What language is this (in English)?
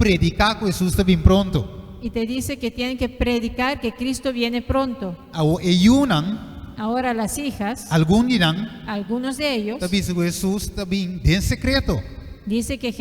Papiamento